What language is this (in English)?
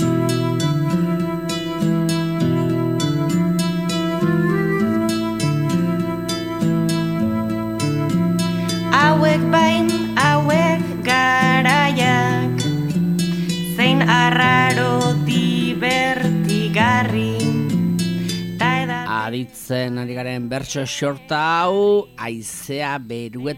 Basque